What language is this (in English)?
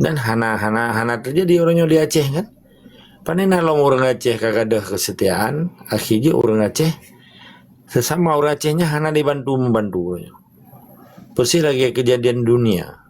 Achinese